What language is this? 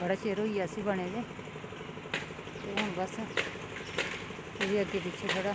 Dogri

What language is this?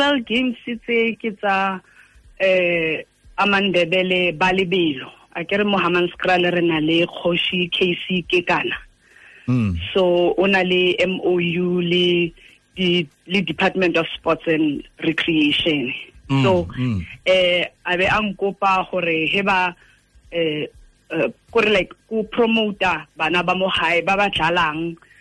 Tswana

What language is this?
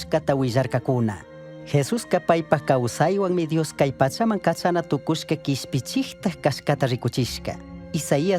Chimborazo Highland Quichua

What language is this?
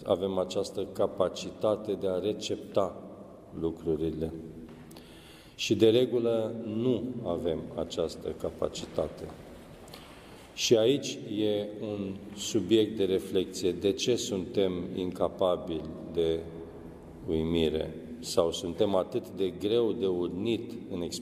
Romanian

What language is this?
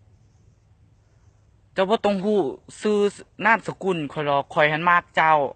Lao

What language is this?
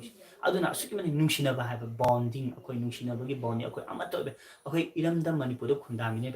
Manipuri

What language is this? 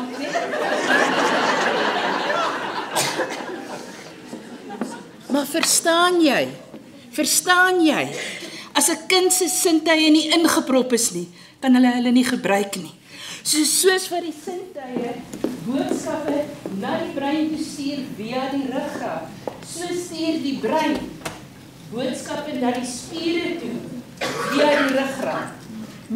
Afrikaans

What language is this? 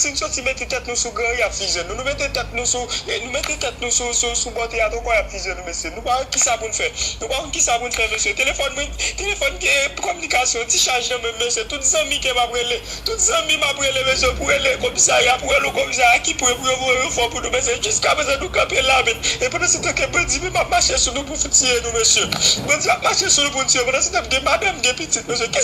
Haitian Creole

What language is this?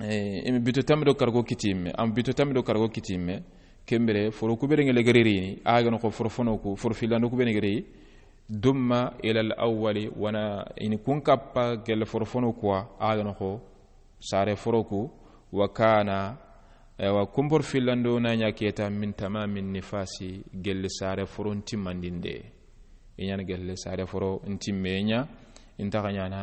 Soninke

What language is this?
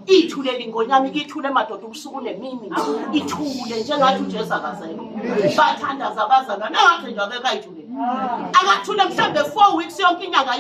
Zulu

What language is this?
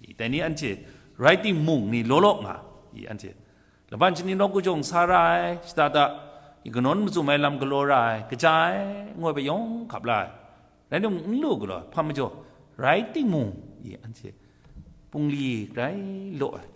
Kachin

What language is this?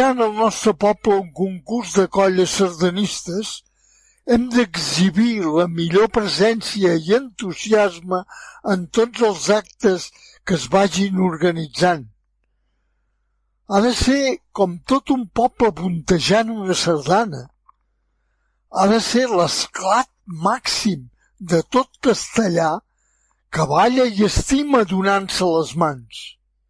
Catalan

